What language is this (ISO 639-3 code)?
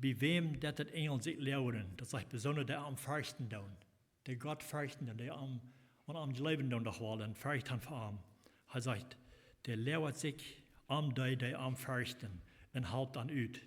pdt